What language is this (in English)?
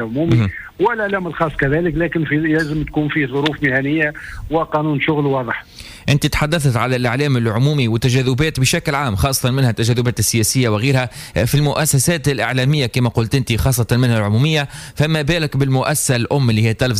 Tunisian Arabic